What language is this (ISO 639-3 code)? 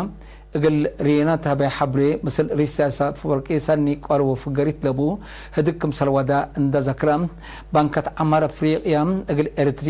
tig